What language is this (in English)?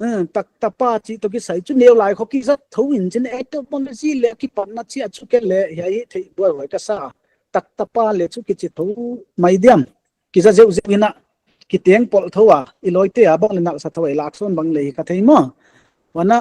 Paite Chin